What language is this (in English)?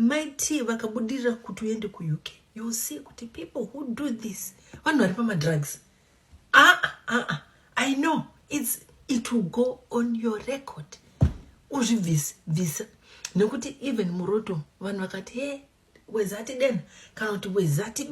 Shona